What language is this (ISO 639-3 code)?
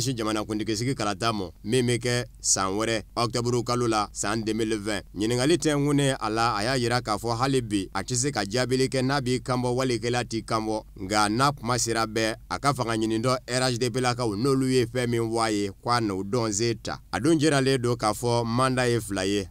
bam